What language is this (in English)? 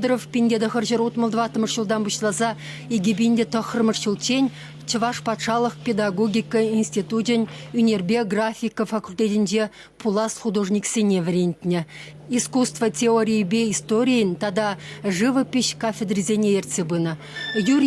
Chuvash